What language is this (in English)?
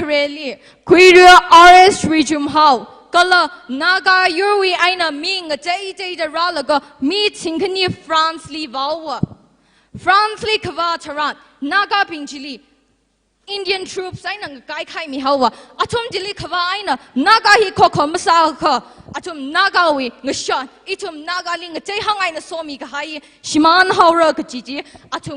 Tangkhul Naga (India)